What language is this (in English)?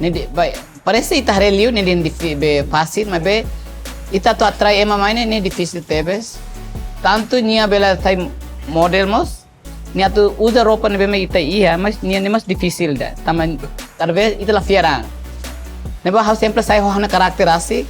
Tetum